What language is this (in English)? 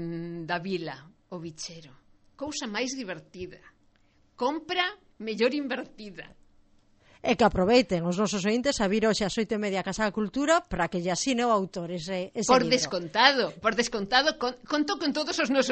Galician